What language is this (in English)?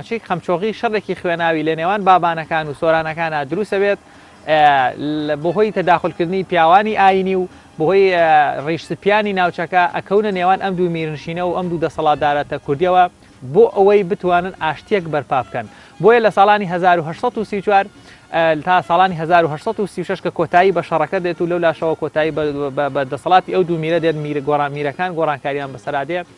Central Kurdish